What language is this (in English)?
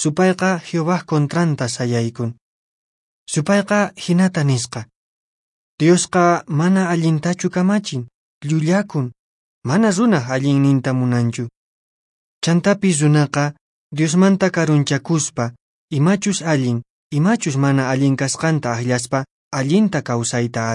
Quechua